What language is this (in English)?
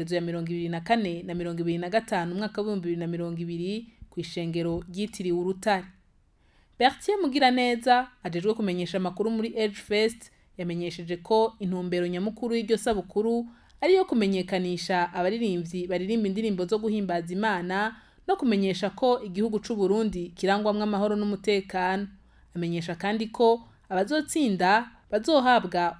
Rundi